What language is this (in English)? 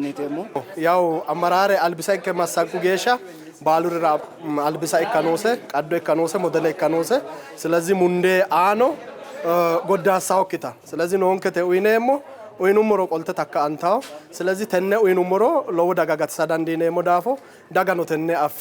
Sidamo